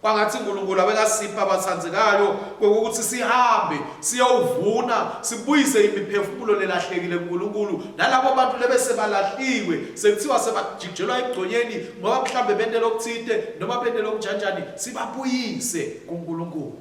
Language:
Swati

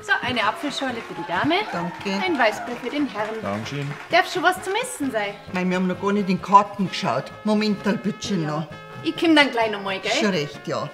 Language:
Bavarian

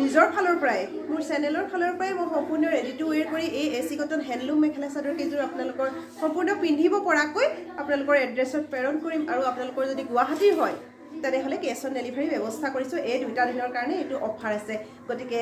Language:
Assamese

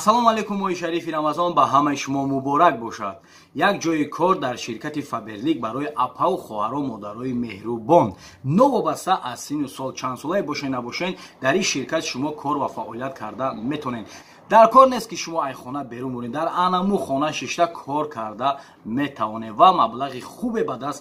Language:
Tajik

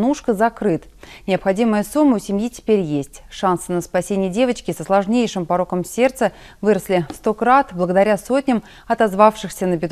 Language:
Russian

